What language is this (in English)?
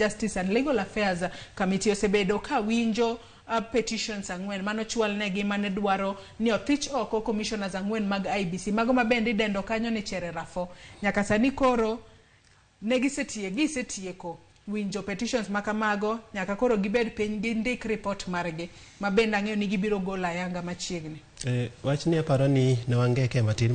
Luo (Kenya and Tanzania)